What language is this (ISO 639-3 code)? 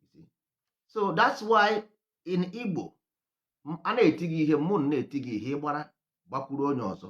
ibo